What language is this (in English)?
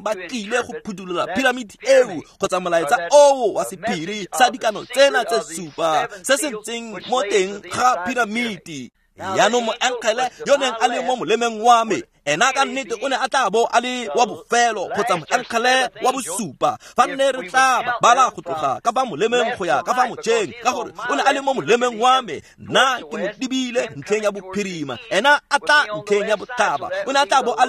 Tswana